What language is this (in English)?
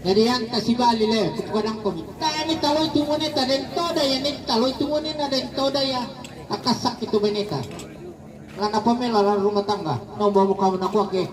Toraja-Sa'dan